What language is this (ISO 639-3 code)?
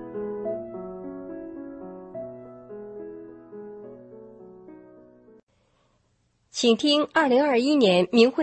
zho